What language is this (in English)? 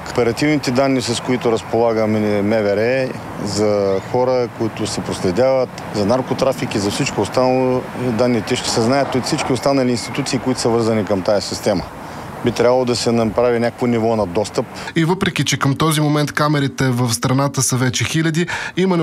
Bulgarian